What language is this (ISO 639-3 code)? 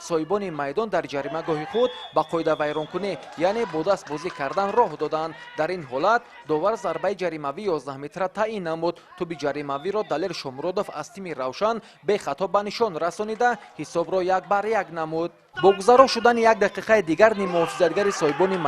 tgk